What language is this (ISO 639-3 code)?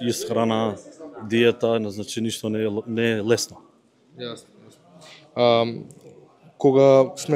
mkd